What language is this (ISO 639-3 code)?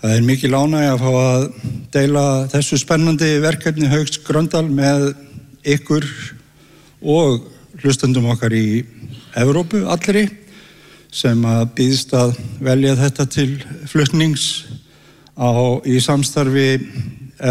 isl